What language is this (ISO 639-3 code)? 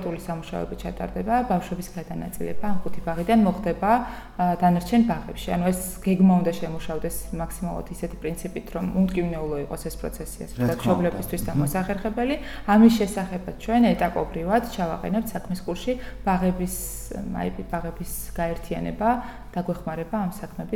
kat